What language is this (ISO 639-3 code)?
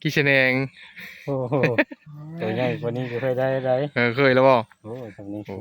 tts